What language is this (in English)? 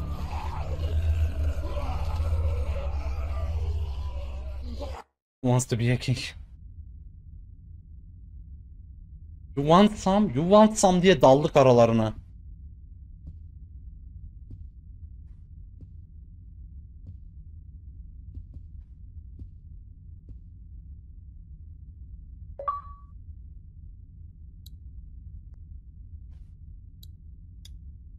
Turkish